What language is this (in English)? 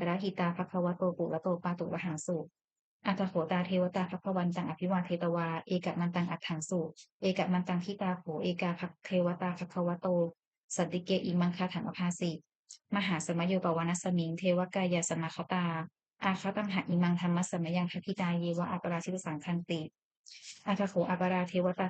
Pali